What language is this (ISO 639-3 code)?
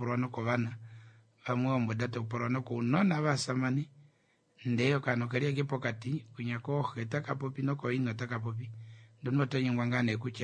kua